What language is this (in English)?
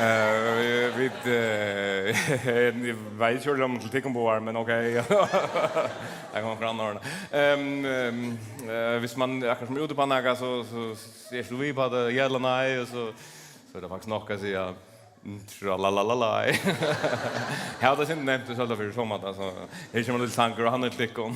Faroese